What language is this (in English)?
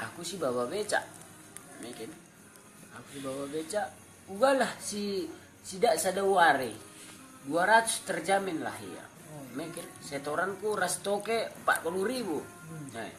Batak Karo